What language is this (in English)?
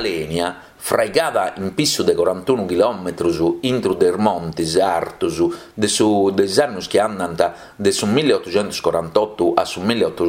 Sardinian